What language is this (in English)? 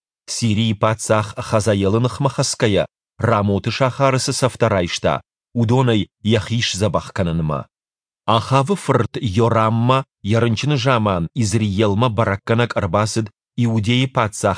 Ossetic